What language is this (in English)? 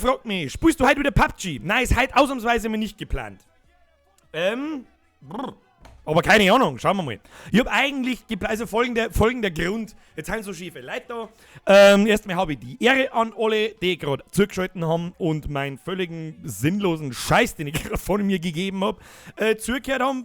Bavarian